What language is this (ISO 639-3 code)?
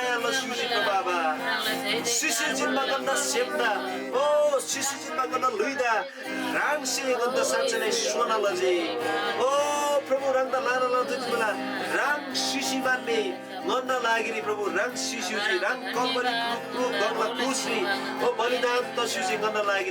taj